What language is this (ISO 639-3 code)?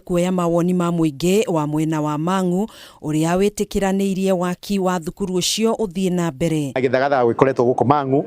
kik